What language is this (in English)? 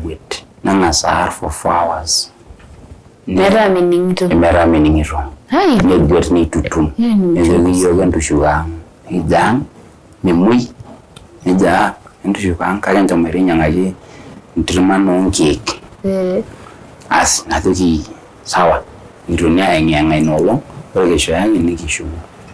Masai